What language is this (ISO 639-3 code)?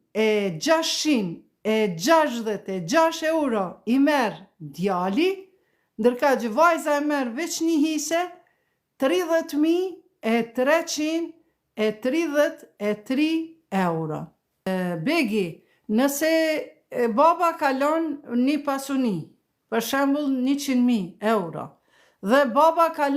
sqi